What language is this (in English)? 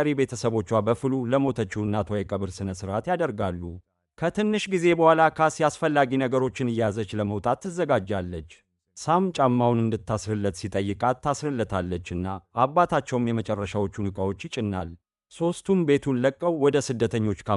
Amharic